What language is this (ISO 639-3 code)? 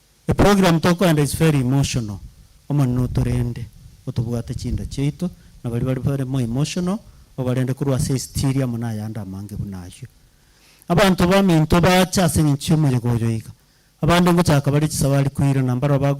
guz